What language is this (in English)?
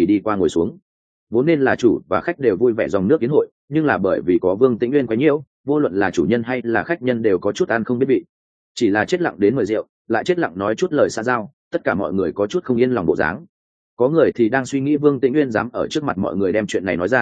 Vietnamese